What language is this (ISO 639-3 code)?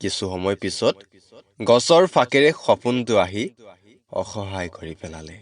asm